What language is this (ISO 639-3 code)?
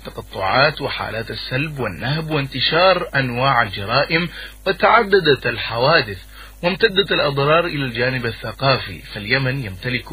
ara